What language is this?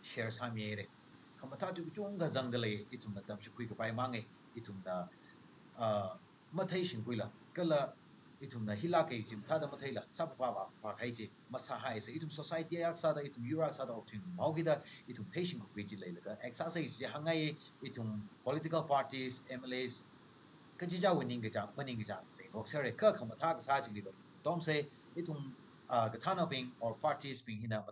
Tangkhul Naga (India)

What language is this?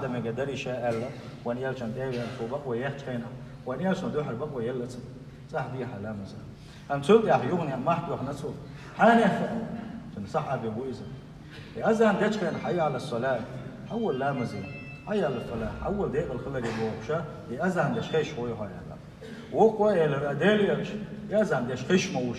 Chechen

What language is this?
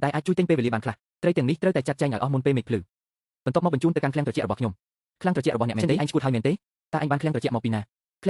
Khmer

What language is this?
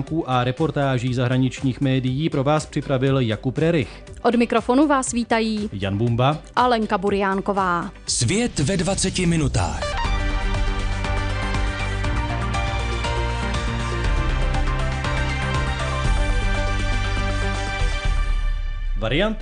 Czech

